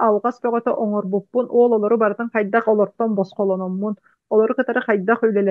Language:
Yakut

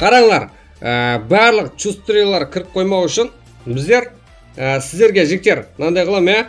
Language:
Kara-Kalpak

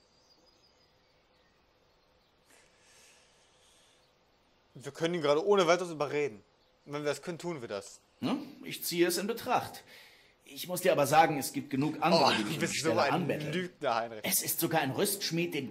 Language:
German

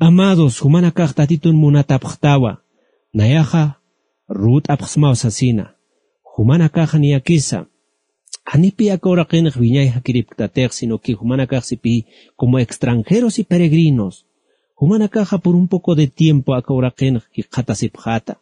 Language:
Aymara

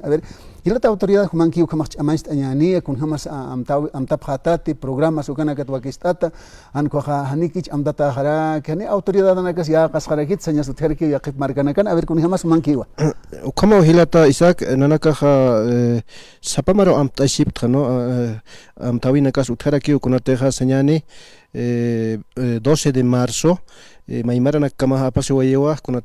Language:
Aymara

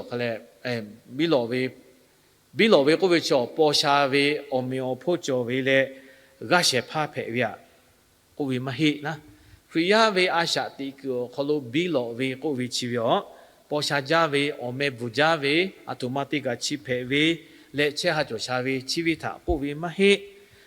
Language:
Lahu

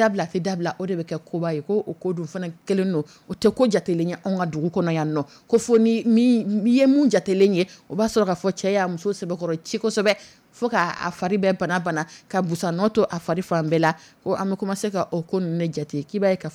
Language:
Dyula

